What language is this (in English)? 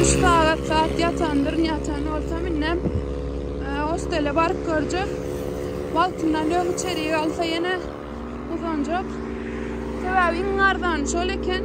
Turkmen